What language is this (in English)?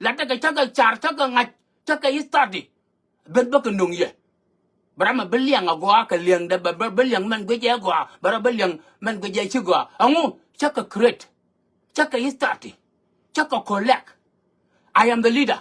Nuer